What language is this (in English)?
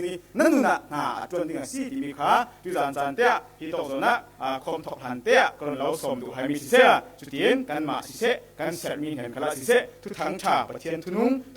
Falam Chin